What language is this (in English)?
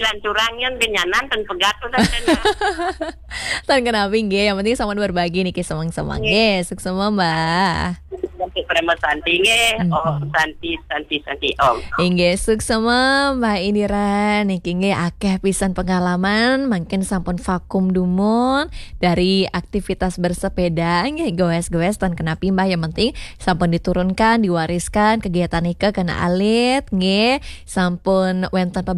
Balinese